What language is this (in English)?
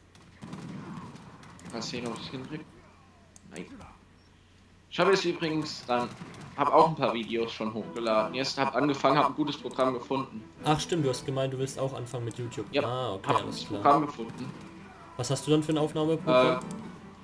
German